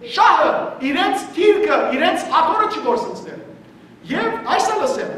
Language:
Western Armenian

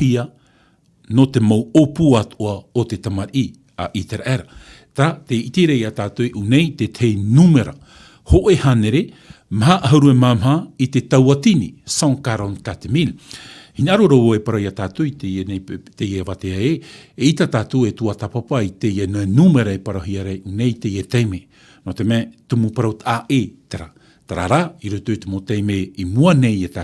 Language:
Tahitian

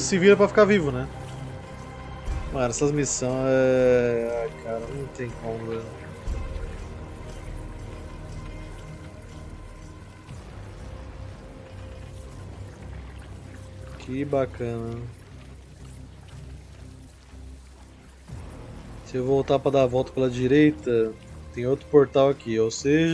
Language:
Portuguese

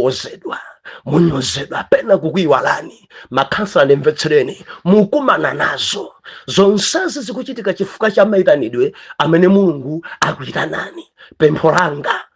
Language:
Nyanja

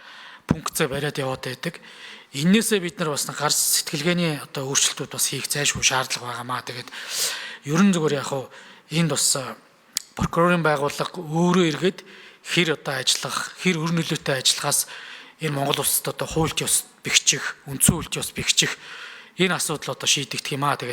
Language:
Mongolian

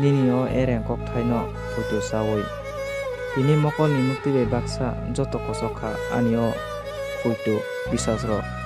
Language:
Kok Borok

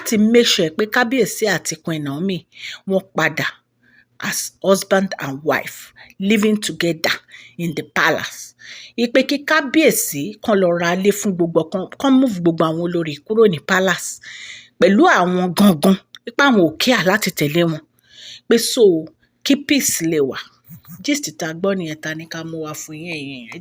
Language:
Yoruba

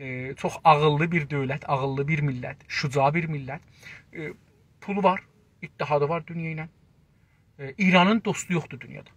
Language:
South Azerbaijani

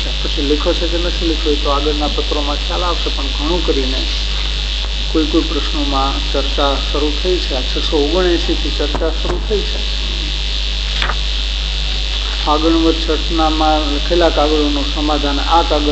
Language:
Gujarati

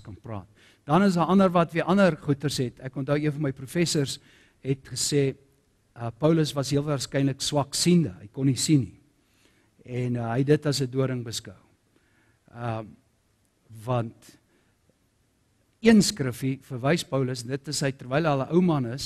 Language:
Afrikaans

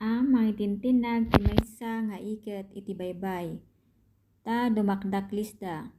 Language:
Iloko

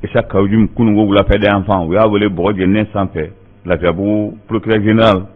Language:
Bambara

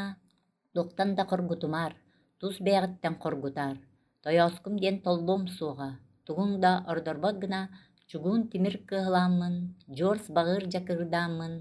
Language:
Yakut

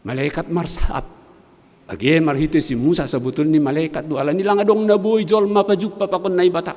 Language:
Batak Simalungun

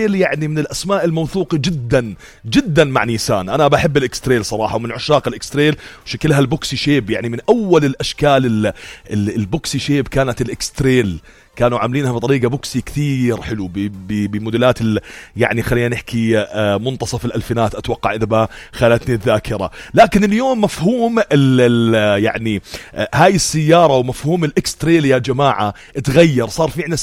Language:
North Levantine Arabic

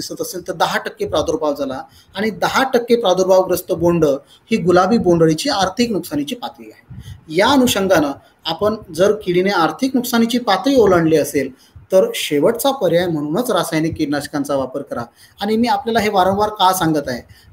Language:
Marathi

